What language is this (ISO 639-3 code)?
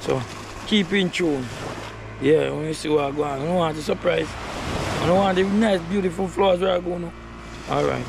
jam